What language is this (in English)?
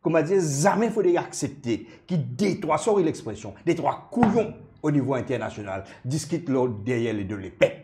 Morisyen